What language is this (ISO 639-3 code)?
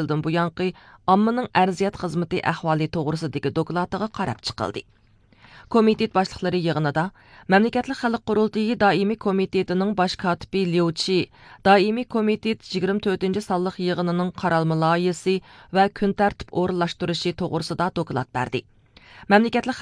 uig